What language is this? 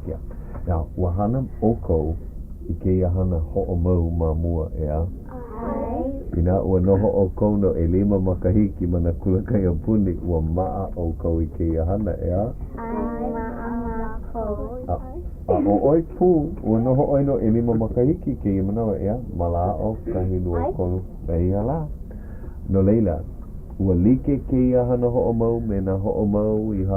Hawaiian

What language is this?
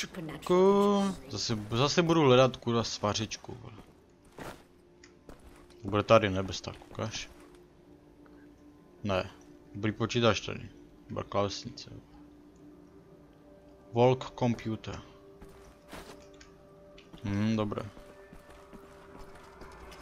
Czech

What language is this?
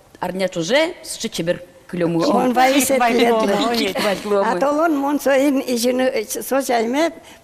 Udmurt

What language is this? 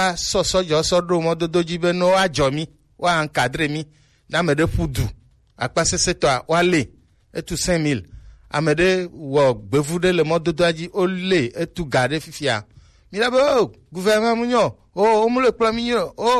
Gen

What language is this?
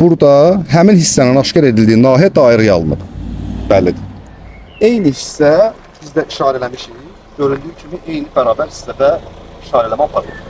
Azerbaijani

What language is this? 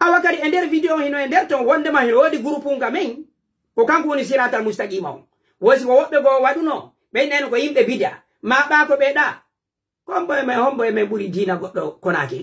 Pular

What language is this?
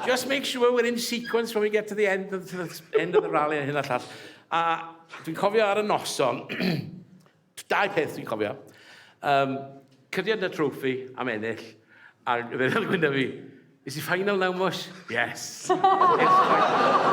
Welsh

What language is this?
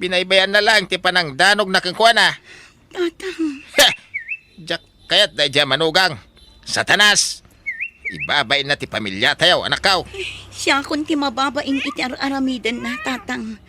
Iloko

